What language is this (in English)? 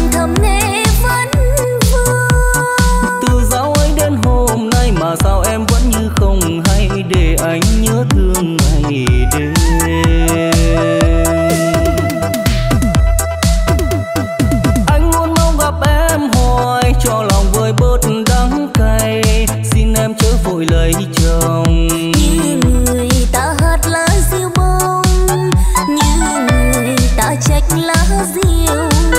Vietnamese